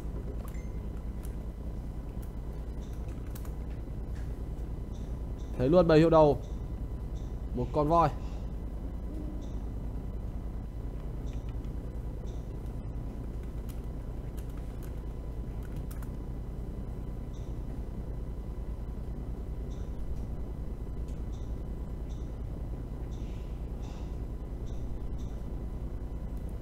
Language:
Vietnamese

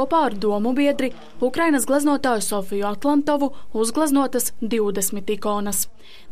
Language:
Latvian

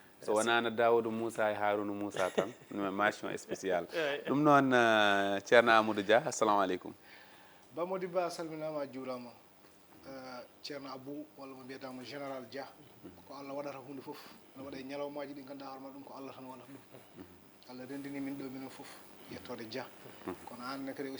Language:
Fula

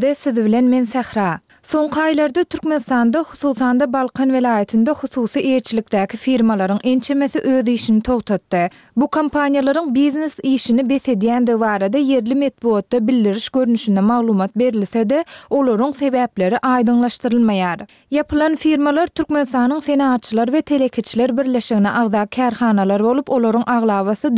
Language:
Turkmen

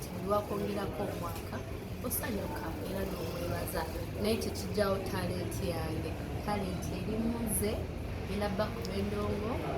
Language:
Ganda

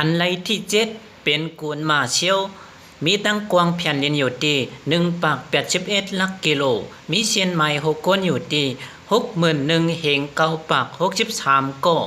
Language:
Shan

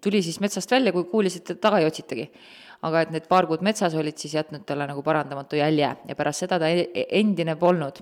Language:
Estonian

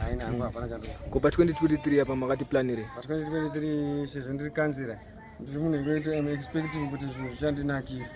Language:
Shona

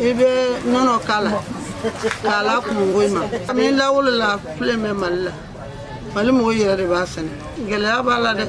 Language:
Bambara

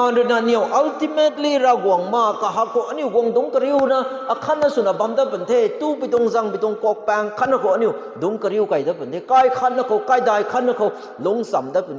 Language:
Rongmei Naga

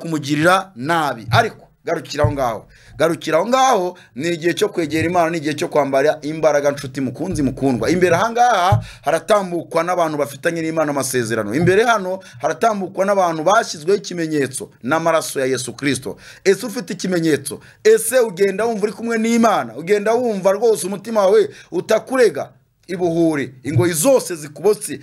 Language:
Kinyarwanda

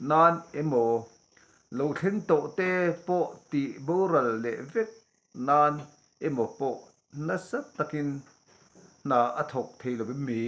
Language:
Mizo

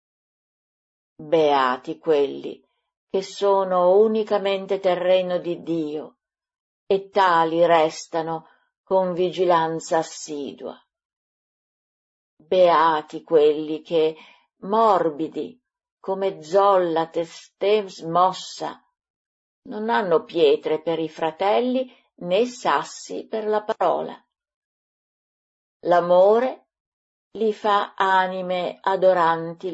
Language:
Italian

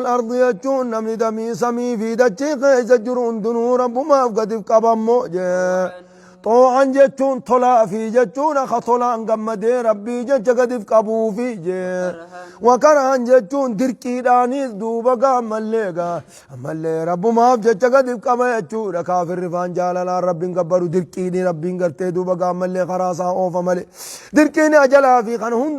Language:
Oromo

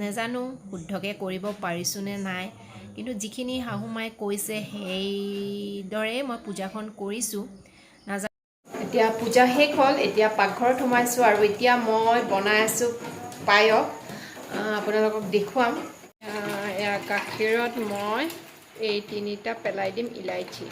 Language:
Assamese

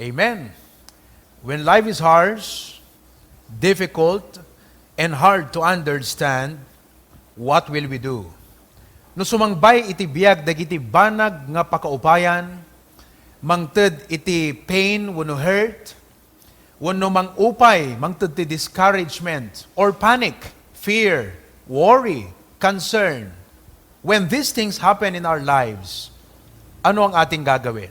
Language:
Iloko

